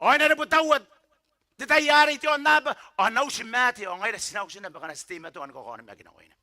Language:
Gilbertese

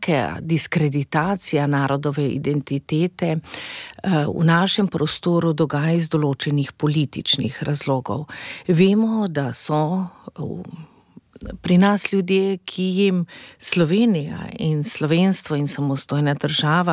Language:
Slovenian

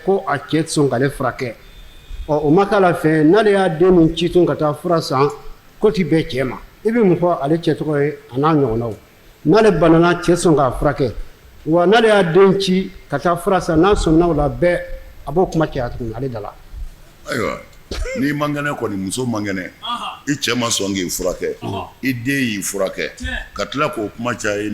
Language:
Bambara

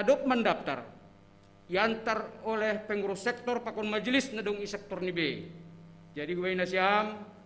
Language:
Batak Simalungun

